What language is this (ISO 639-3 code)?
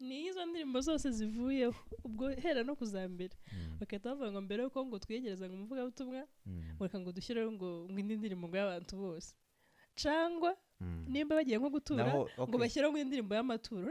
kin